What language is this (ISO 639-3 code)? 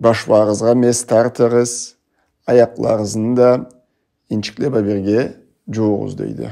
krc